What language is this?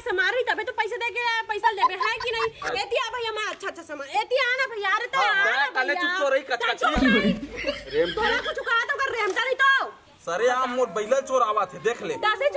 Chhattisgarhi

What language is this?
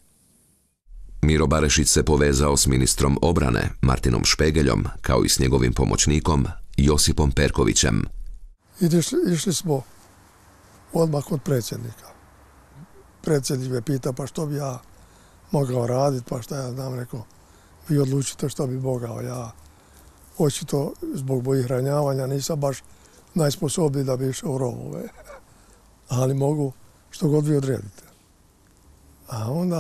Croatian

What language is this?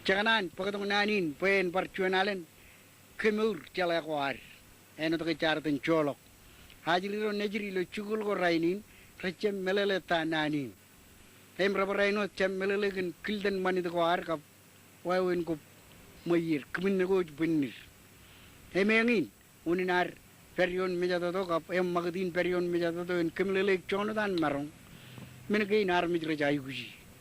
Marshallese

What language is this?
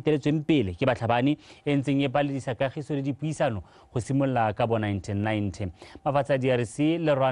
Tswana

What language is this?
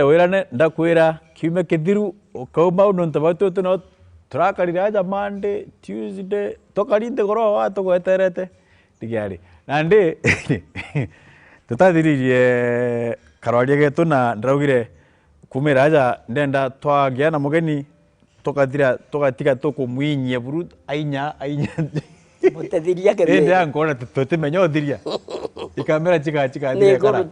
Meru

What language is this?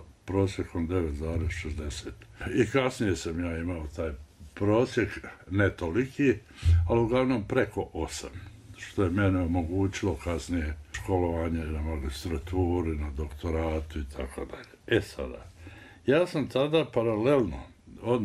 Bosnian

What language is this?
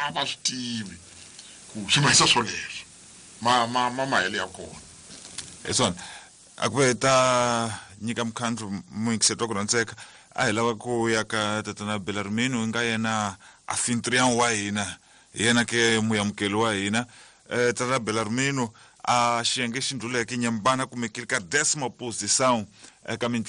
Tsonga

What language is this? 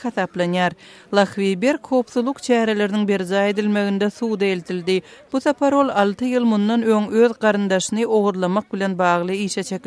Turkmen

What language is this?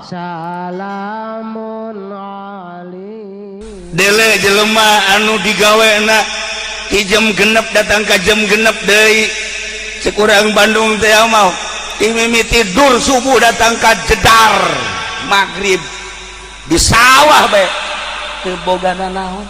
Sundanese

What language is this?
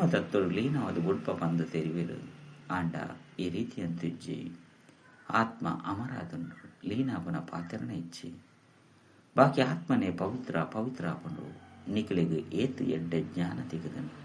Tulu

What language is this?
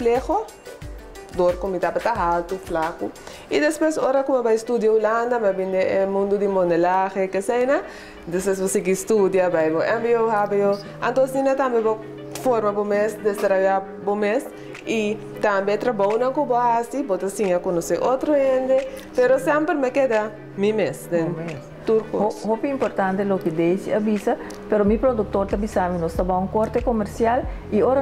Papiamento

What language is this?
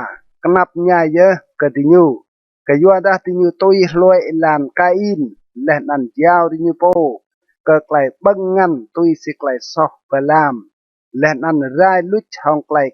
Rade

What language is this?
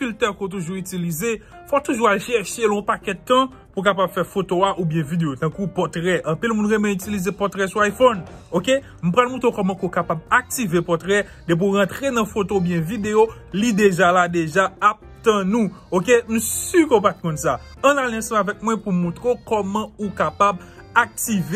Haitian Creole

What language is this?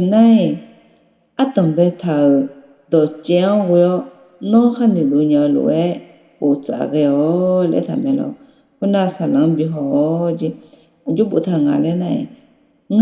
Akha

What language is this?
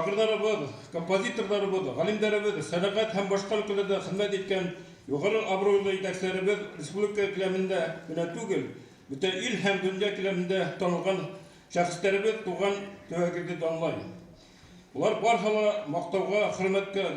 Bashkir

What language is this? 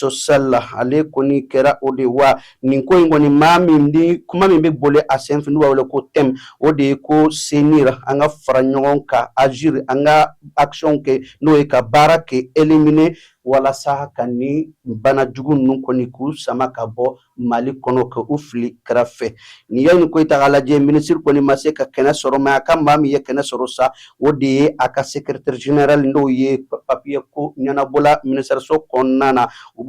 Bambara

